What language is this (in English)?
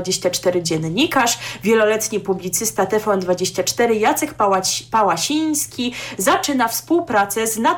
Polish